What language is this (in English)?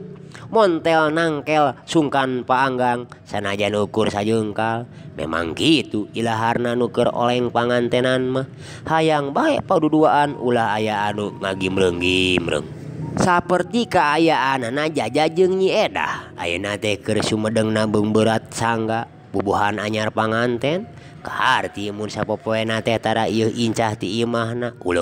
Sundanese